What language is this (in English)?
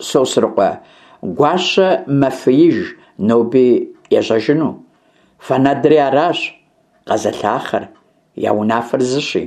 Kabardian